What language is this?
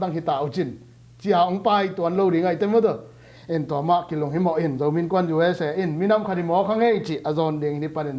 Tedim Chin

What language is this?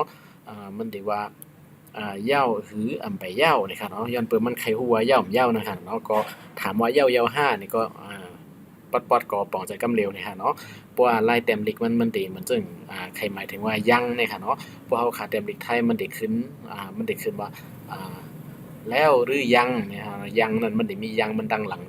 Shan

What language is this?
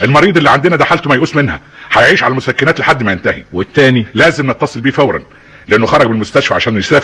Egyptian Arabic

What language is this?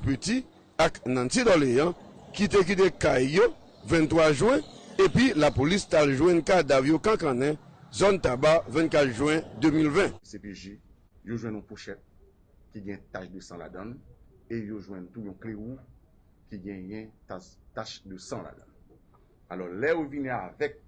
Haitian Creole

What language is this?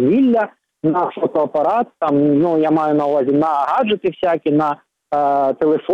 Ukrainian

